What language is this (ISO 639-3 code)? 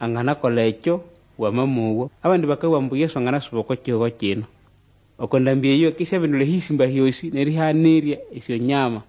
nnb